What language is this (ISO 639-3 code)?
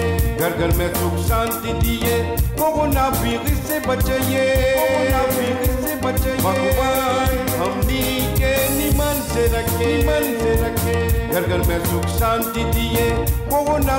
bho